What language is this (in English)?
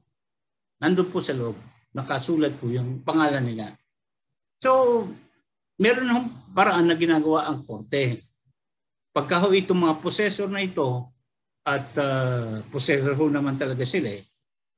Filipino